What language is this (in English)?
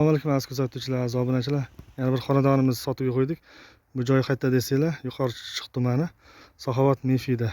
Uzbek